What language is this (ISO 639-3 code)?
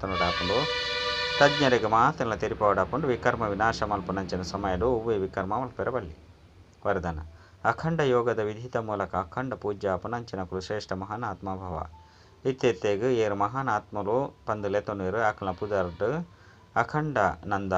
tcy